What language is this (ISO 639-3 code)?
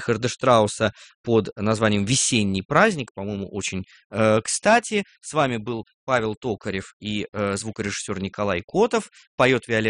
rus